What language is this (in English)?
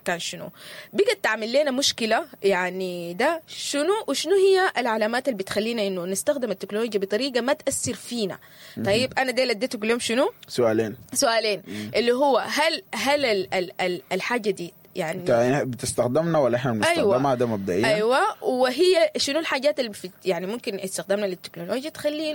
Sudanese Arabic